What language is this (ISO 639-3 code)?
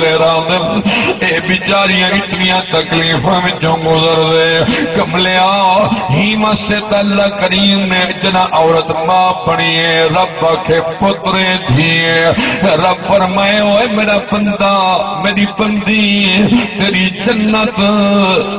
skr